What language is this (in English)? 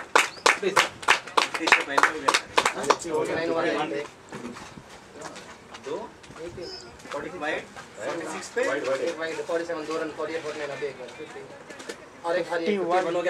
Hindi